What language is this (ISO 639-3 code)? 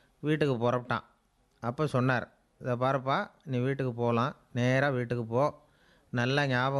tam